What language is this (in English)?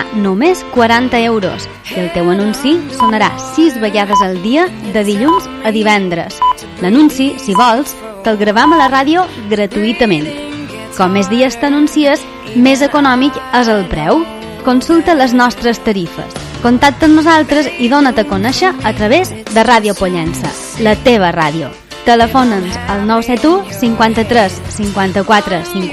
Catalan